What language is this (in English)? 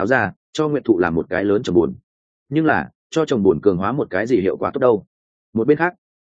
Vietnamese